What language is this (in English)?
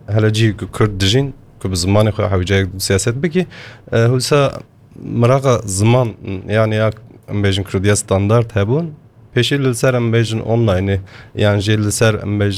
Kurdish